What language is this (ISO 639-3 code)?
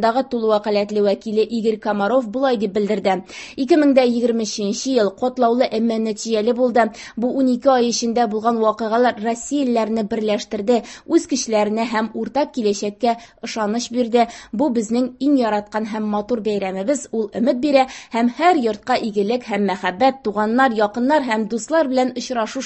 tat